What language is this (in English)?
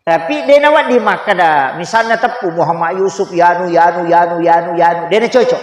Buginese